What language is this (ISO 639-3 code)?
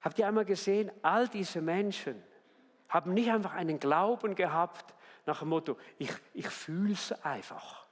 gsw